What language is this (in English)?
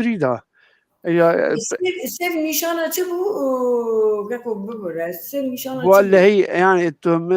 Kurdish